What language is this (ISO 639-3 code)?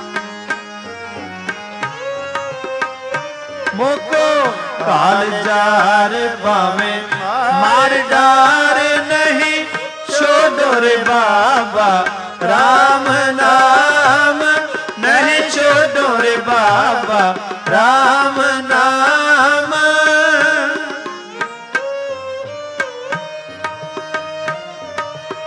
pan